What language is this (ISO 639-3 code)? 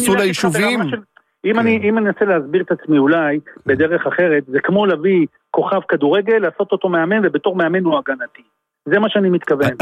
heb